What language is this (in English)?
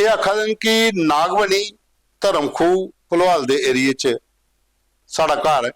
Dogri